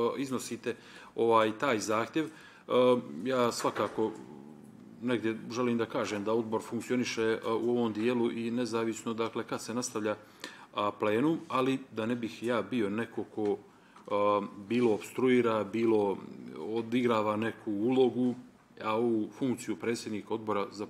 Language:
Bosnian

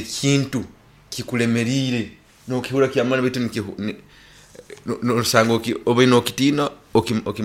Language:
Nyoro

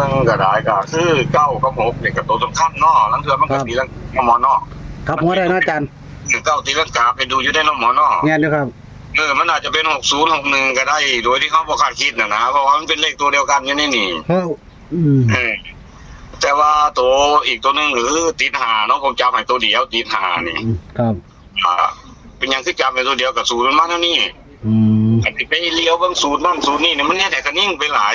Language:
Northeastern Thai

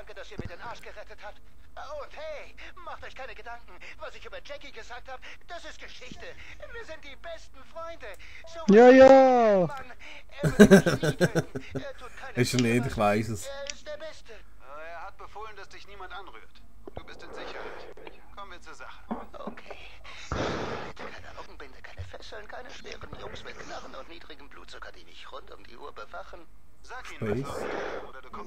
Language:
Swiss German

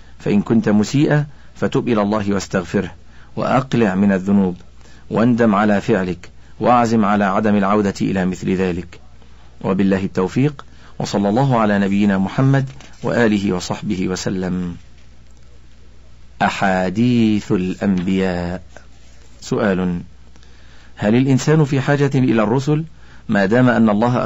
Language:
Arabic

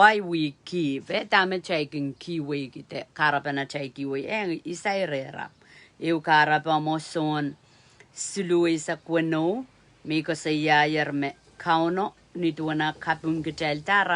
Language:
Pohnpeian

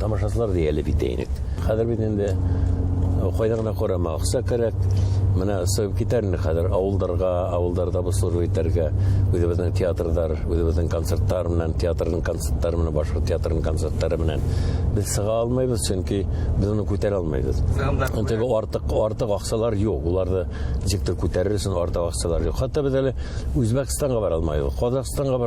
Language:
Bashkir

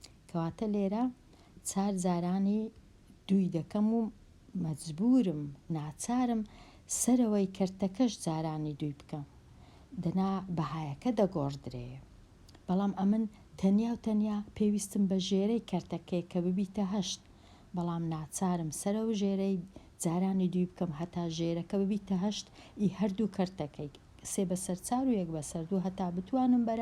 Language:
Central Kurdish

